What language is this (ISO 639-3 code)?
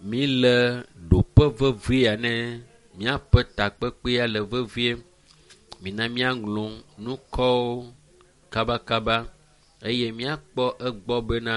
ewe